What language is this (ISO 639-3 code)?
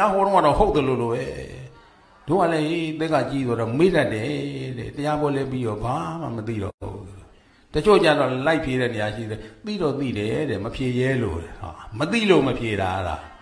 mya